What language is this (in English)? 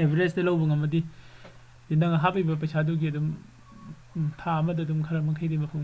Manipuri